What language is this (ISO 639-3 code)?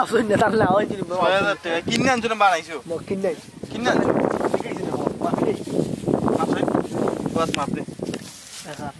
syl